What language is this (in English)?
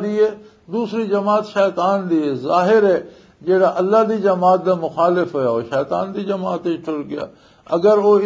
Western Panjabi